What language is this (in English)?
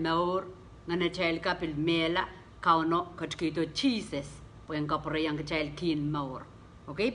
Pohnpeian